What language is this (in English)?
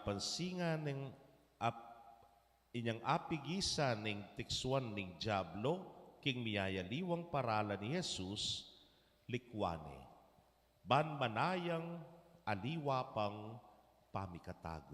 Pampanga